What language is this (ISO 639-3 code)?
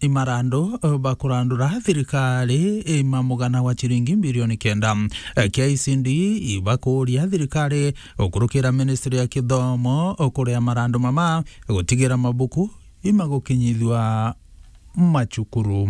mer